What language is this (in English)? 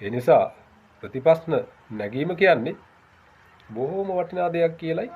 Sinhala